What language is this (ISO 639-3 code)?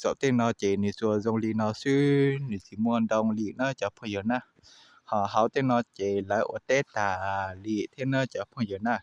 hmn